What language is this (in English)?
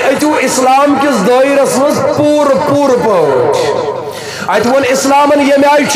Kashmiri